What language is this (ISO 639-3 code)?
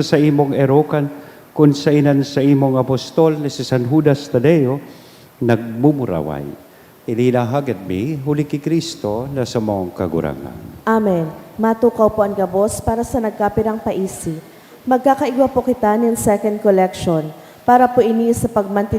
bik